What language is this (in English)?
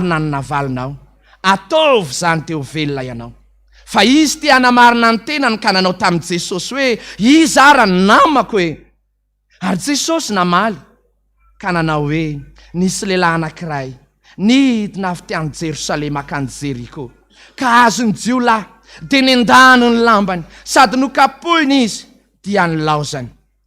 Malagasy